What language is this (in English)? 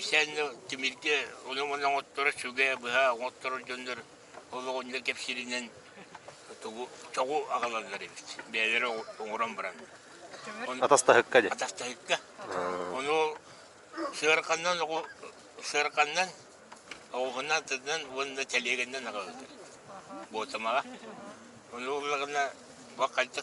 Yakut